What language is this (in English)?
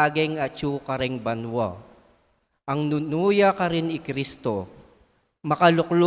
Pampanga